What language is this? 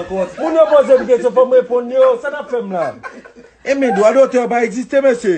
Haitian Creole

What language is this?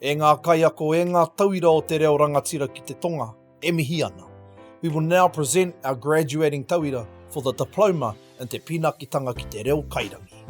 Māori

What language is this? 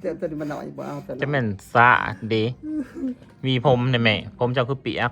Northeastern Thai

